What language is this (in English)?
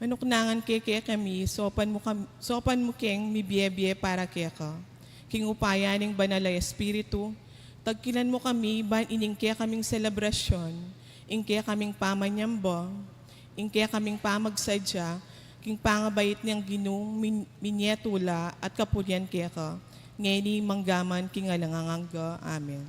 Pampanga